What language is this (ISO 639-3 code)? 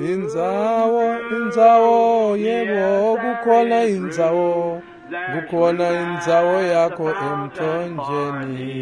ssw